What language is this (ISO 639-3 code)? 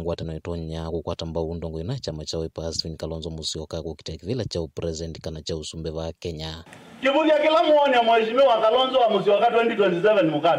kam